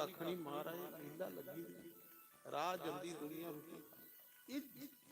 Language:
Dogri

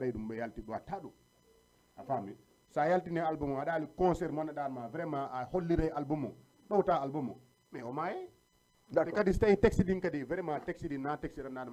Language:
Fula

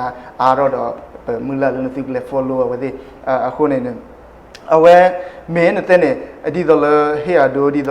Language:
S'gaw Karen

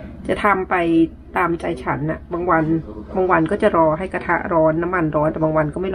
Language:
Thai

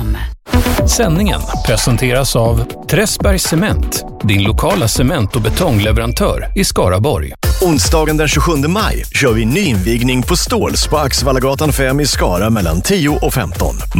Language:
Swedish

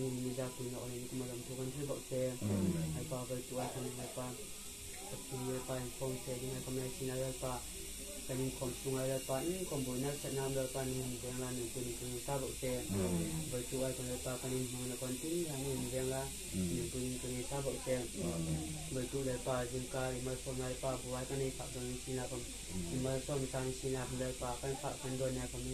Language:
Hmar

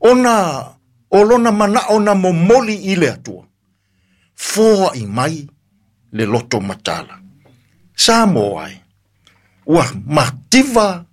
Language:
Samoan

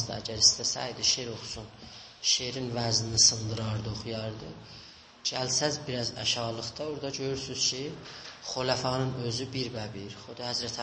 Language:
South Azerbaijani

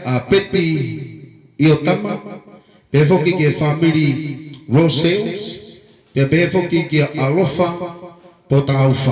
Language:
Tongan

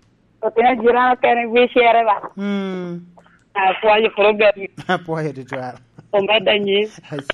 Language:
Lango (Uganda)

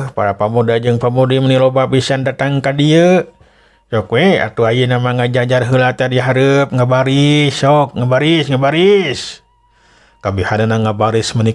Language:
Sundanese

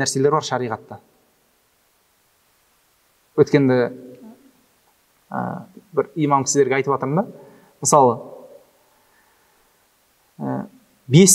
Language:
Kazakh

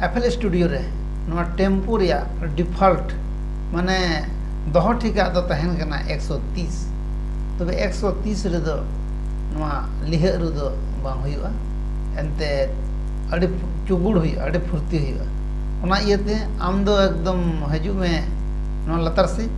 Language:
Santali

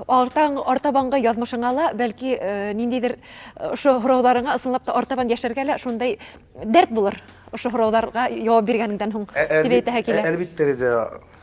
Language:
Bashkir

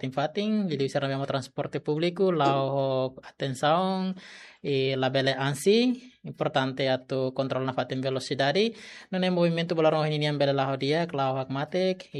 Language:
Tetum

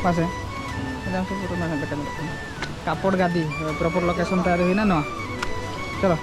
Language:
Santali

